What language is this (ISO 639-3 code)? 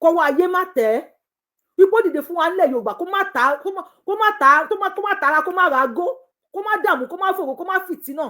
yor